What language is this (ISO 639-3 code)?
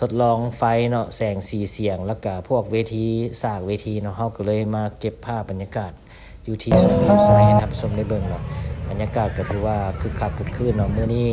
lao